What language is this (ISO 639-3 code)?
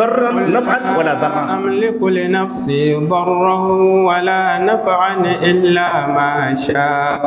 hau